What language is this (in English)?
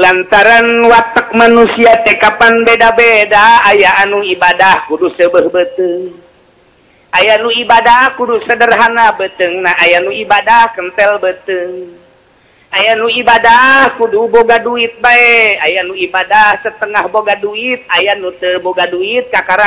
Sundanese